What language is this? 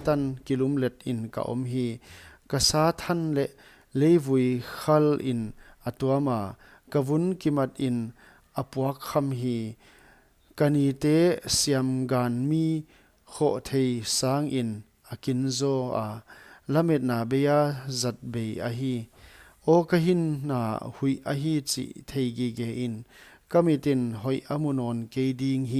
Paite Chin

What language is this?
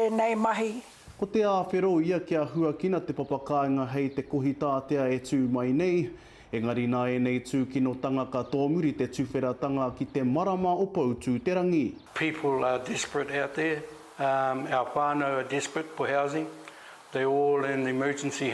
Māori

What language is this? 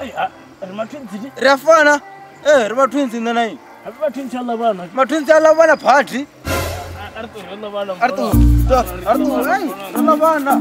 Venda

